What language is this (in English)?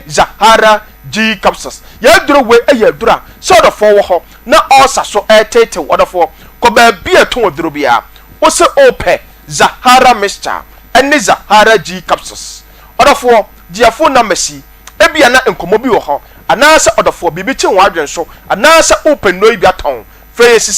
Akan